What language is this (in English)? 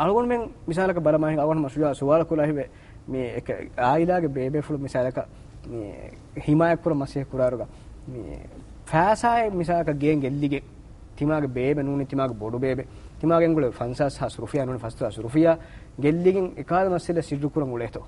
Divehi